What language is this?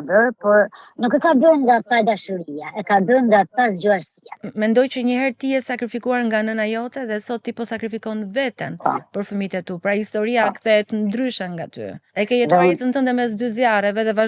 Albanian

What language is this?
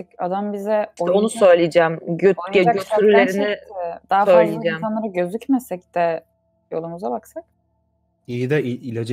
Turkish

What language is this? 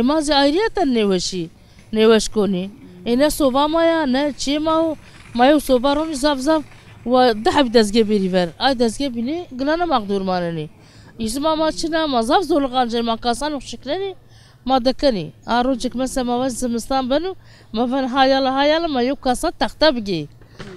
Zaza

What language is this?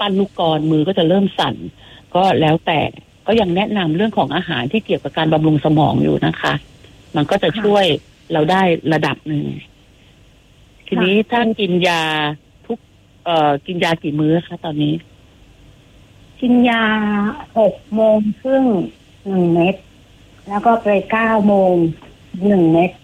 Thai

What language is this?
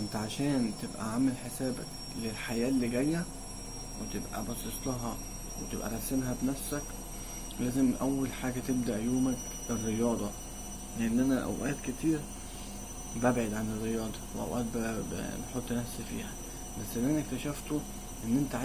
Egyptian Arabic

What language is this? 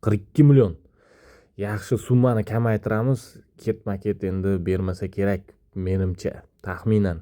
Uzbek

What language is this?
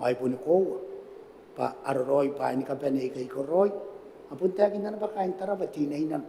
Gilbertese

